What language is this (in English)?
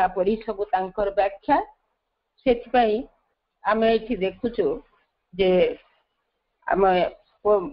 Odia